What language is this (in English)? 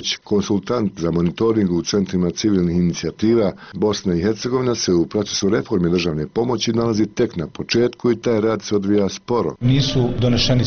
Bosnian